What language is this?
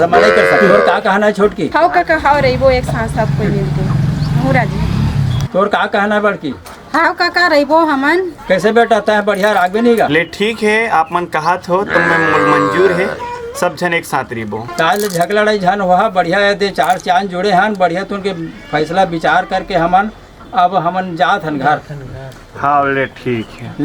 Chhattisgarhi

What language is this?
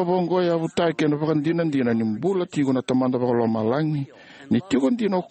Fijian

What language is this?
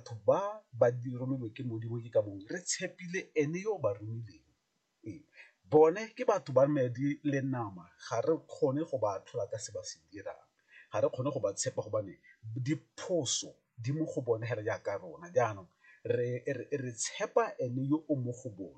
Tswana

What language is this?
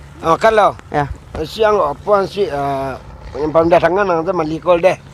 Minangkabau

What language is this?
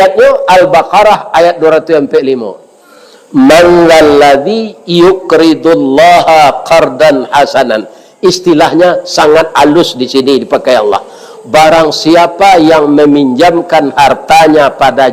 Minangkabau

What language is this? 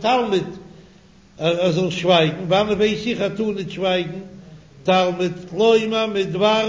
Yiddish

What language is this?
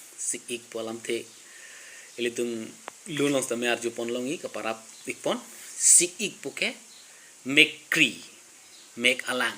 Karbi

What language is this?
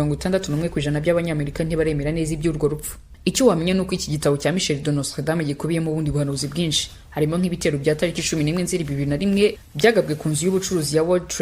Kinyarwanda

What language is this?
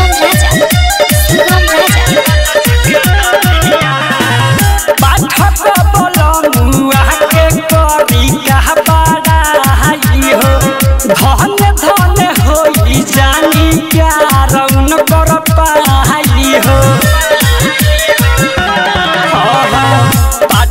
Bhojpuri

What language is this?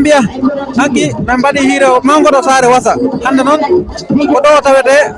Fula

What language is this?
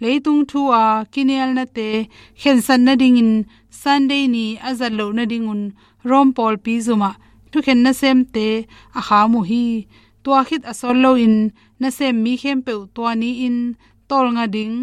Tedim Chin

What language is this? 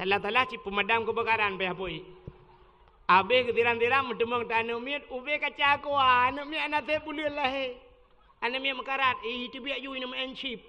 Achinese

